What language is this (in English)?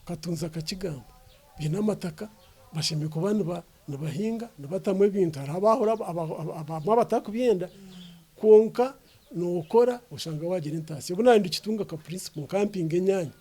Nyankole